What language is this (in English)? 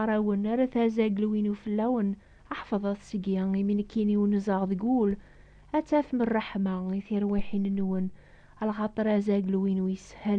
Kabyle